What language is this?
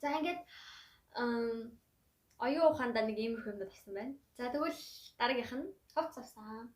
Mongolian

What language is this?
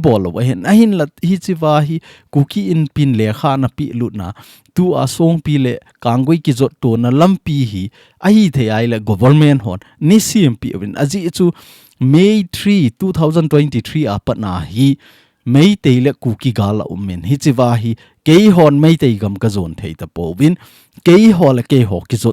Thado Chin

